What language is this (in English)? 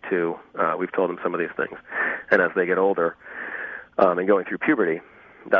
English